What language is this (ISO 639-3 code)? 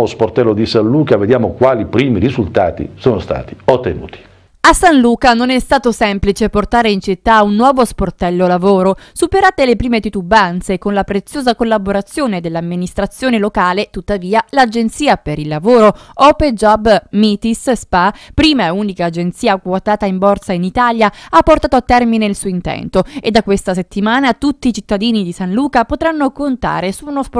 ita